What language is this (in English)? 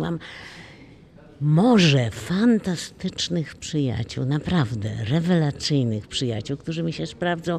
Polish